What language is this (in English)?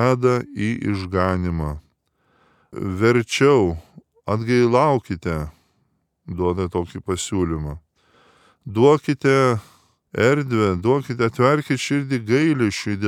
Lithuanian